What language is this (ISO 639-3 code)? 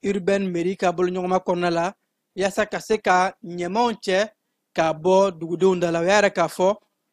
bam